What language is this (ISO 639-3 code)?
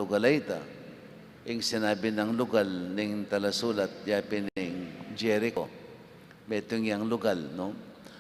pam